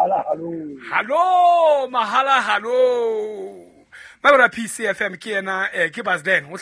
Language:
Southern Sotho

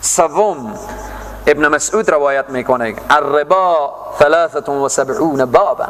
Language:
Persian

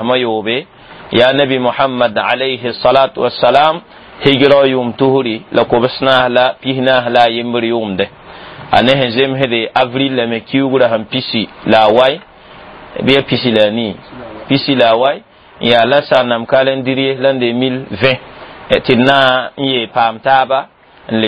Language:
Mossi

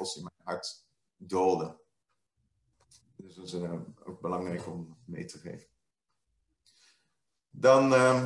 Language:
Dutch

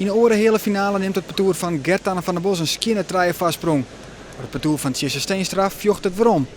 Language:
Western Frisian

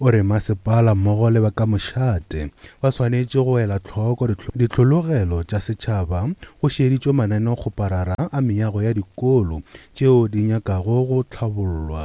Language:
Northern Sotho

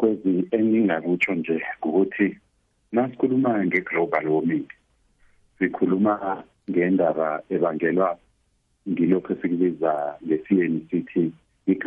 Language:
South Ndebele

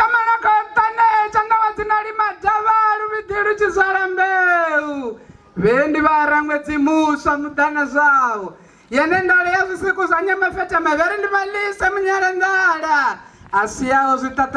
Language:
Venda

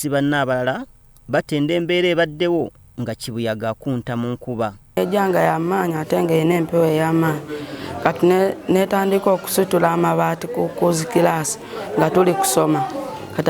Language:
Ganda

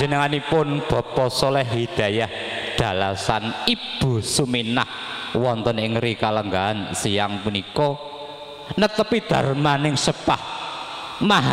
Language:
Javanese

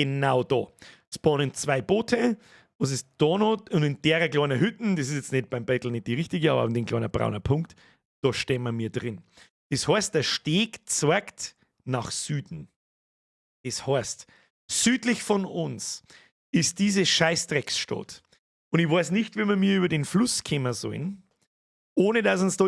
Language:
Bavarian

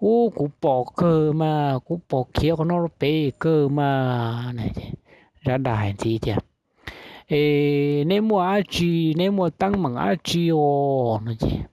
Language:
Hmong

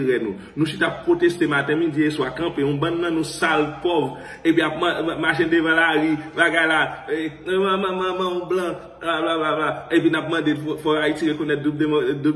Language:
Haitian Creole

